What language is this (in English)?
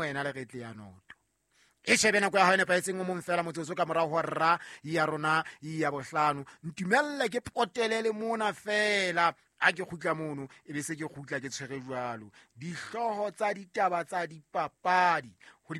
Southern Sotho